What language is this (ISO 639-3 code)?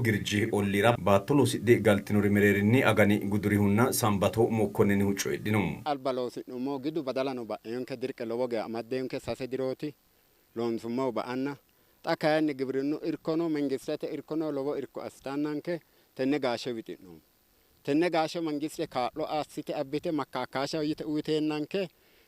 sid